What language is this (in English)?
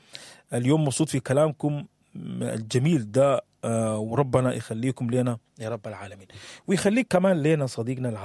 Sudanese Arabic